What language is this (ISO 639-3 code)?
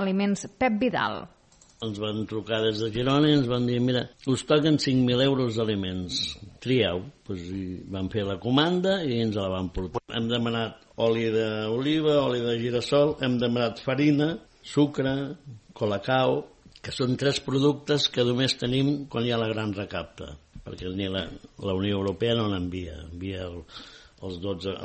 cat